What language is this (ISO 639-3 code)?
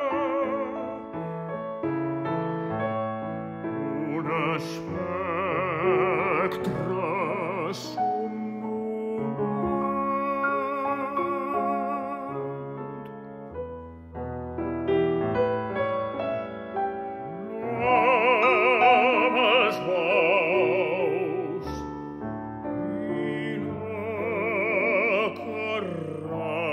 cat